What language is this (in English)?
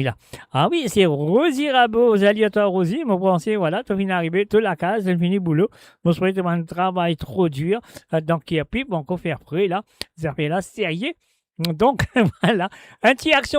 Morisyen